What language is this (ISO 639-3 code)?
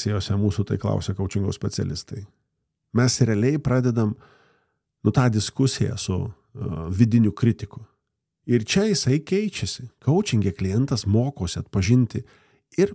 lit